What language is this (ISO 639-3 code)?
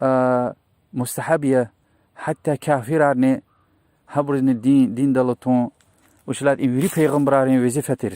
lez